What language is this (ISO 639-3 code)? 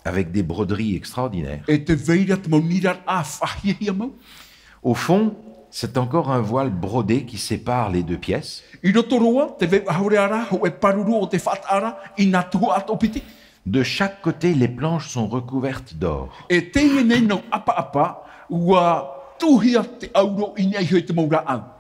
tah